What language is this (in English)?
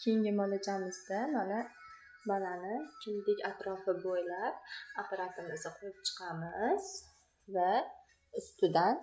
Uzbek